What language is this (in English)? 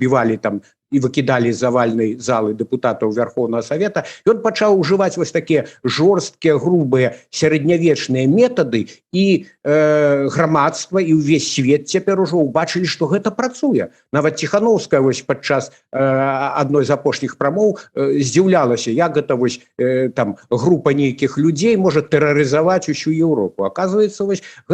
Belarusian